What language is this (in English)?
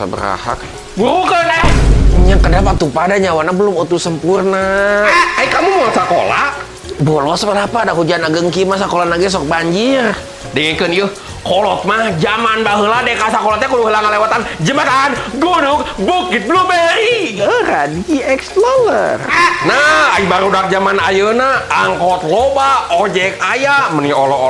Sundanese